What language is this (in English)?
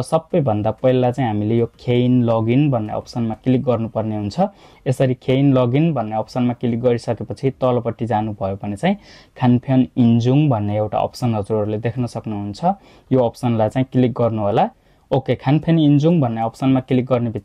Nepali